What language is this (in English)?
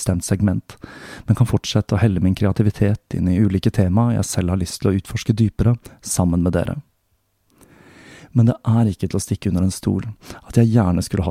Norwegian